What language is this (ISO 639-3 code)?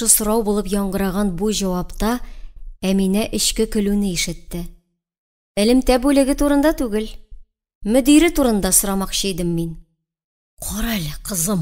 tat